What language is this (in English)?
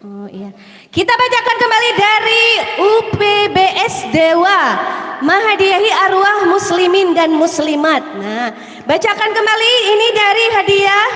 Banjar